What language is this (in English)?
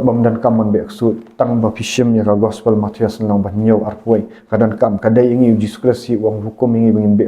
Khasi